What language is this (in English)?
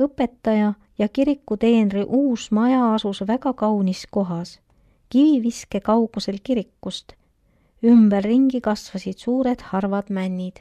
Estonian